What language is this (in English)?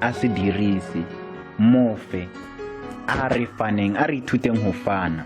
Northern Sotho